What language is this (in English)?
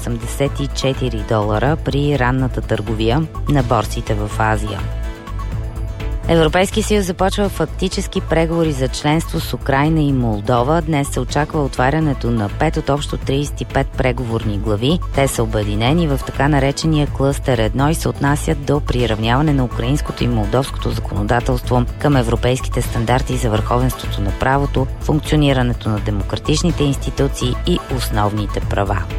Bulgarian